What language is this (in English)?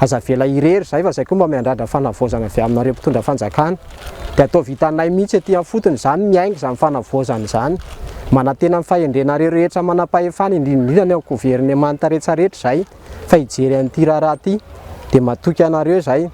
Malagasy